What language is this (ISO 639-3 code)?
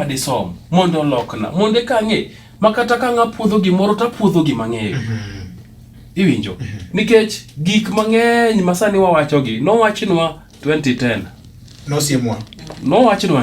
luo